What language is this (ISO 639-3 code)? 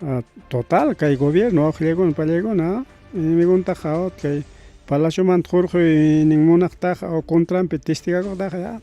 quy